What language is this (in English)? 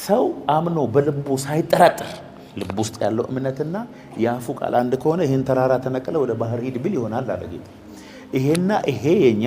Amharic